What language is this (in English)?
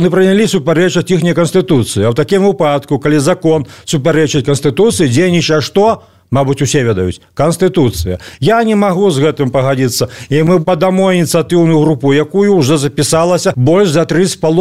Belarusian